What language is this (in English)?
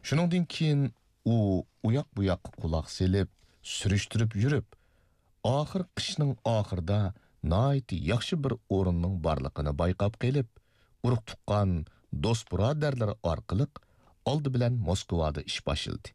Uyghur